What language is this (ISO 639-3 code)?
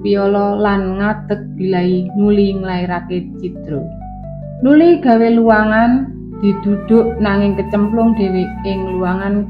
jav